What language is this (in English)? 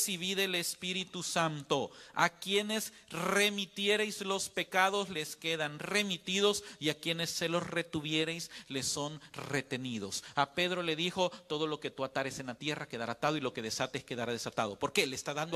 Spanish